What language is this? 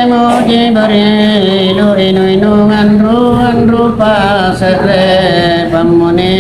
Makasar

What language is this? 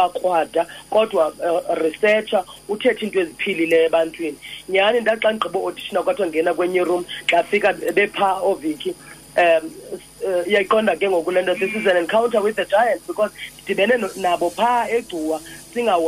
Xhosa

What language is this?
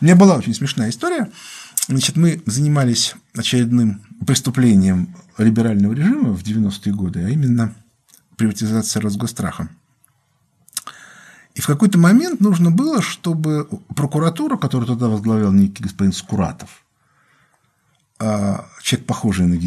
Russian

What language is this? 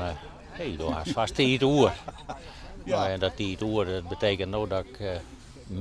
Western Frisian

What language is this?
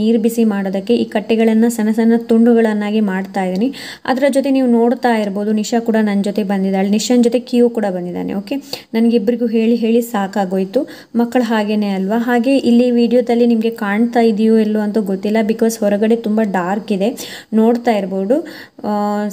Kannada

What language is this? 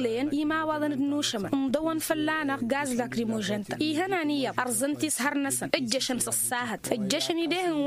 Tamasheq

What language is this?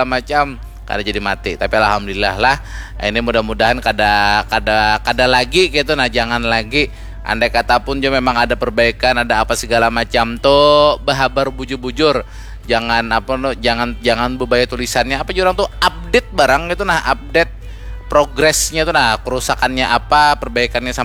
Banjar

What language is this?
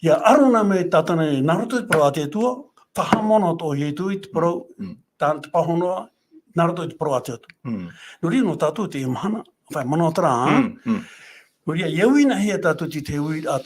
Tahitian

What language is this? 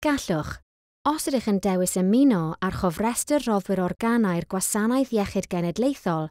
Welsh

